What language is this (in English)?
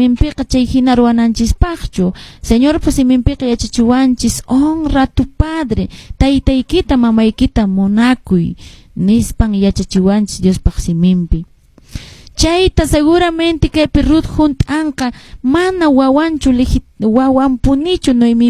Quechua